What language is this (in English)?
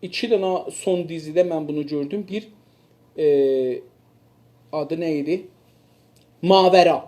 South Azerbaijani